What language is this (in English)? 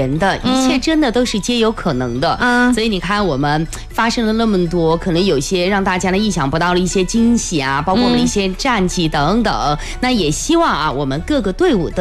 Chinese